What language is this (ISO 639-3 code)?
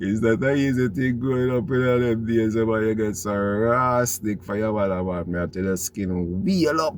jam